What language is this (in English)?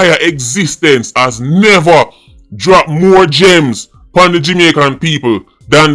Jamaican Creole English